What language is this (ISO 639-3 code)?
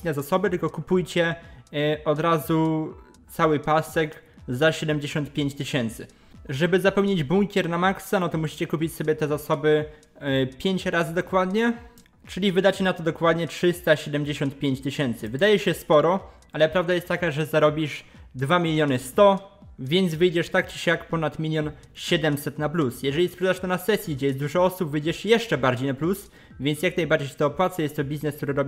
pol